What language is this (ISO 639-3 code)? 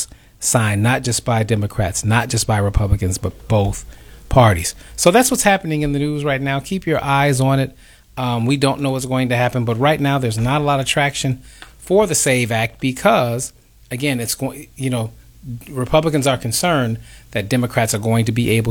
eng